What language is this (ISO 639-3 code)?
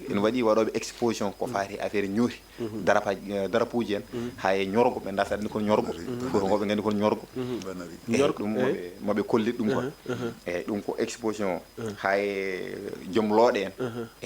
ful